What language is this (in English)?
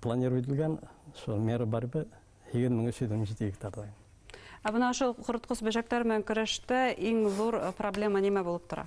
Bashkir